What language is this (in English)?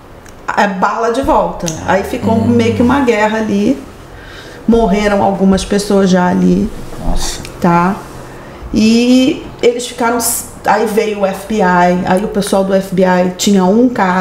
Portuguese